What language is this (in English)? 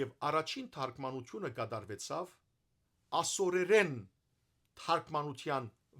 Western Armenian